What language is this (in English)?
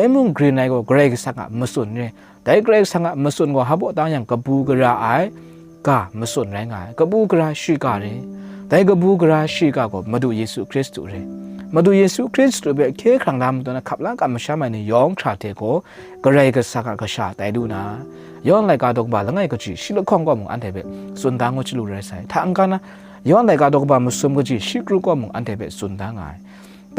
Kachin